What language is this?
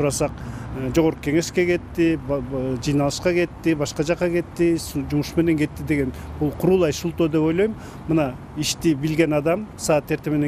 Kyrgyz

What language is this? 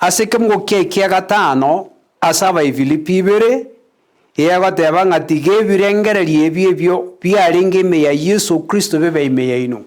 Gusii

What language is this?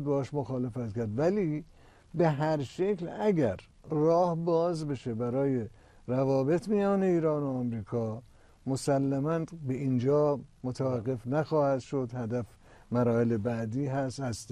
Persian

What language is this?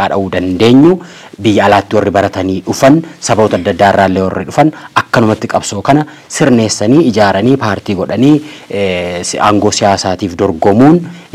Oromo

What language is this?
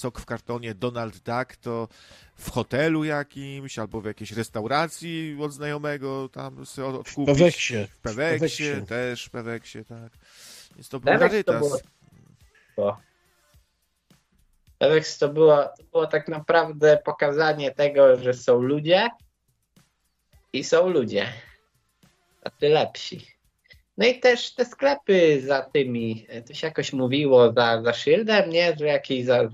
Polish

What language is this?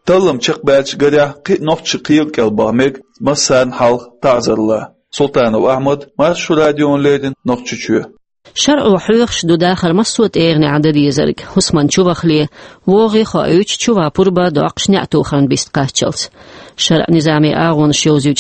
Chechen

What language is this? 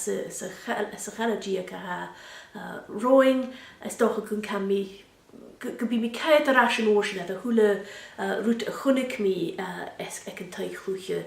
Scottish Gaelic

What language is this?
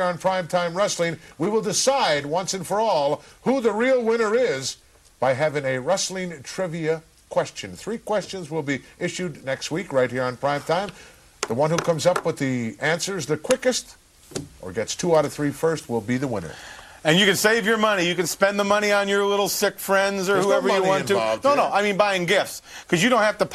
English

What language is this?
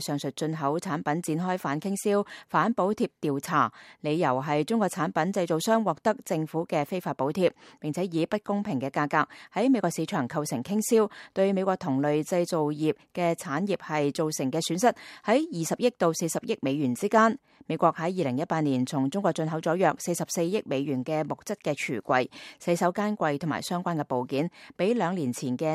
Cantonese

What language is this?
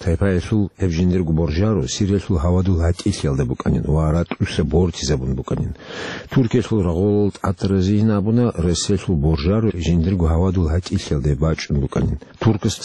Avaric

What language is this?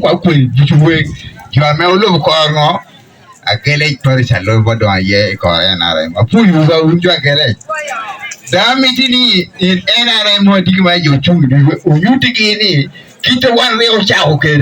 Acoli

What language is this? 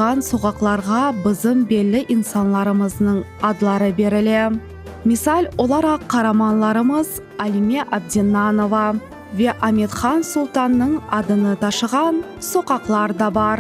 Crimean Tatar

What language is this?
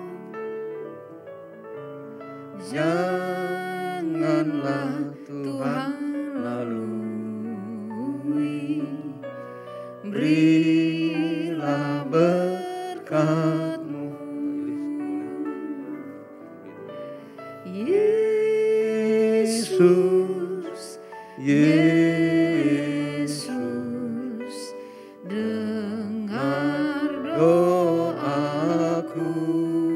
Indonesian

